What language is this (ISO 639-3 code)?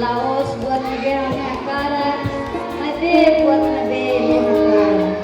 tet